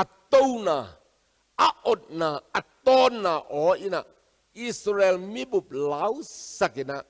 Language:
Tedim Chin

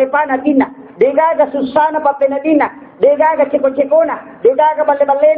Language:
Buginese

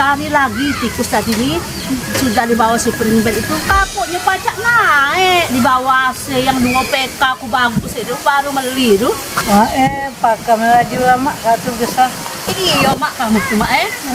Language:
Musi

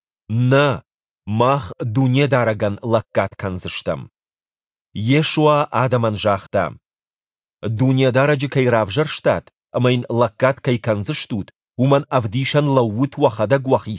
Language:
Ossetic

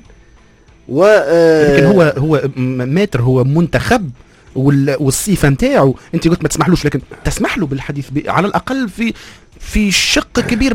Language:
Tunisian Arabic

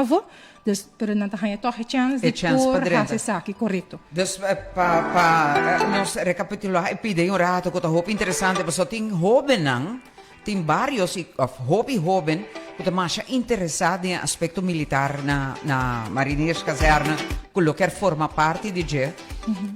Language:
Papiamento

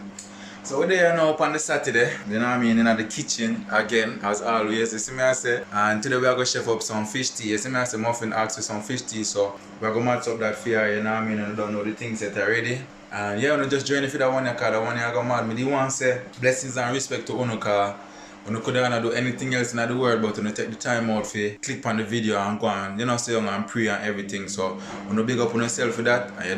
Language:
Jamaican Creole English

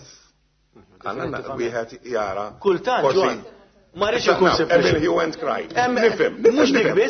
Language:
Maltese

